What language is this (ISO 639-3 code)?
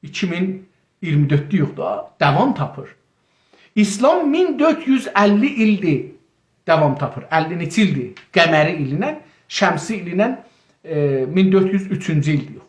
azb